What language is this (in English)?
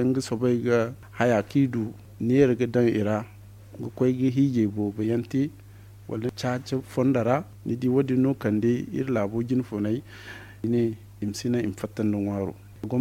Zarma